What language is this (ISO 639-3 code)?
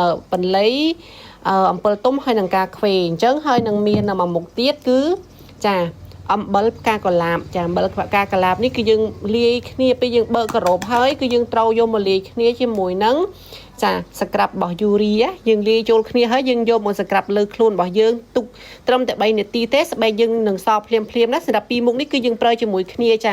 khm